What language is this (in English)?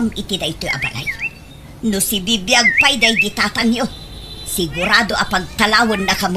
Iloko